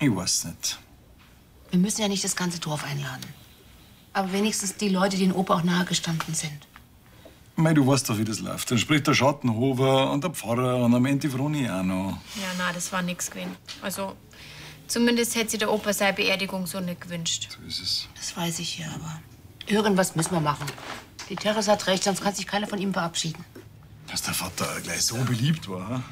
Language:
Bavarian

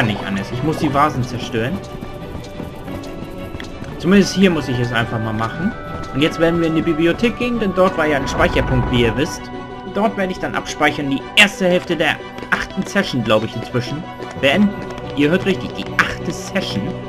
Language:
German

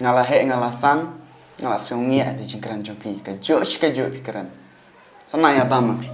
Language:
Khasi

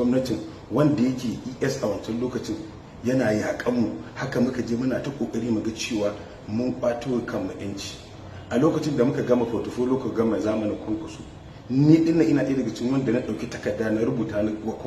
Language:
Hausa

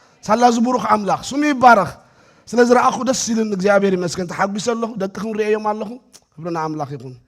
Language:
Tigrinya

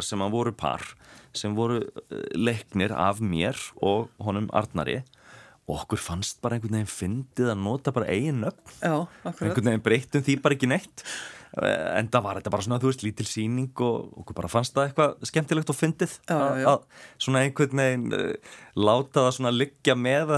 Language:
Icelandic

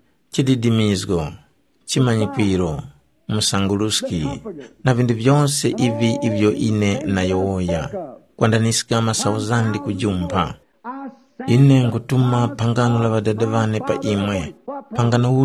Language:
Tumbuka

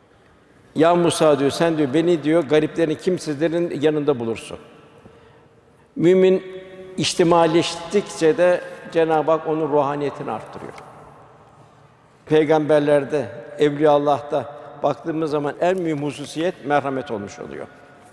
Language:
Turkish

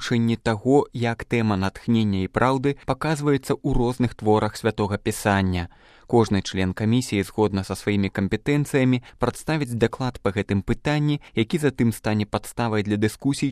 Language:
Belarusian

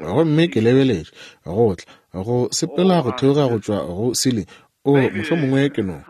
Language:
Northern Sotho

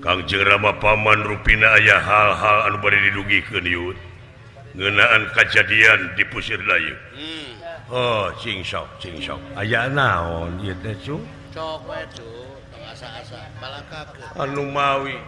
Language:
Sundanese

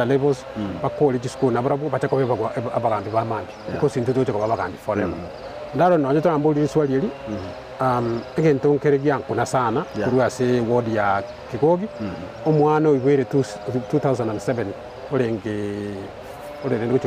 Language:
Gusii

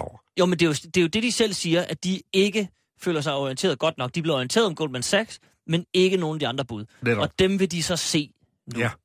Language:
Danish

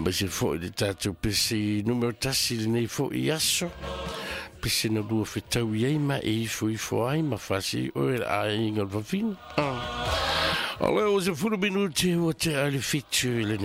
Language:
Samoan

